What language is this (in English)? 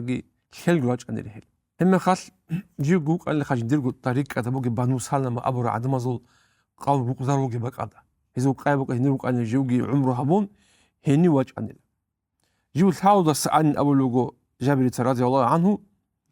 Avaric